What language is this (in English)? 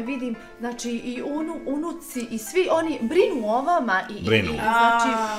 Bosnian